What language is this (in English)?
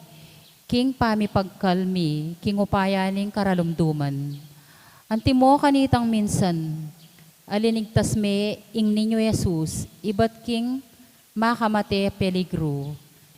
Pampanga